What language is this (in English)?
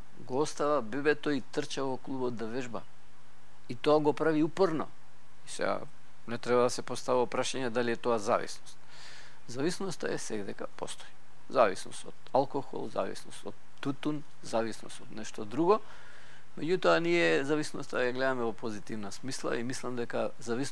Macedonian